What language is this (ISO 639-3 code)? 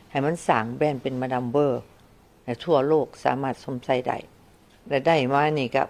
lao